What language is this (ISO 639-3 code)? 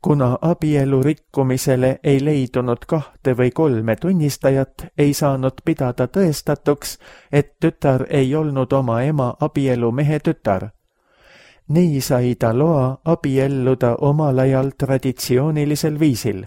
est